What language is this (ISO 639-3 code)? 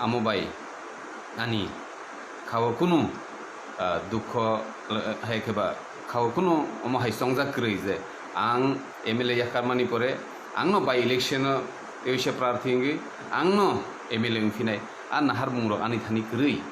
trp